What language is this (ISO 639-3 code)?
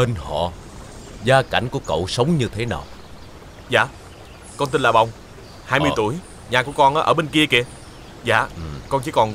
vie